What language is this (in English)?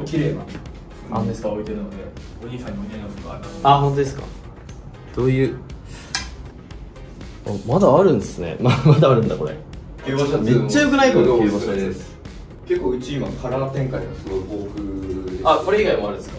Japanese